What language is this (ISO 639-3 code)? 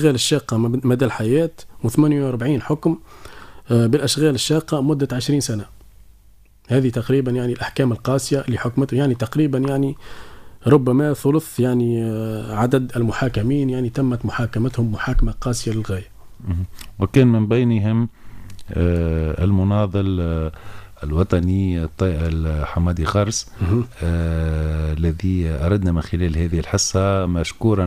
ara